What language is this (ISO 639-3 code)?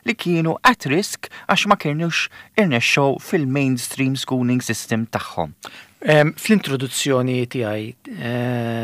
mlt